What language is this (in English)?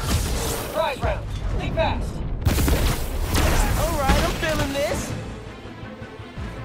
English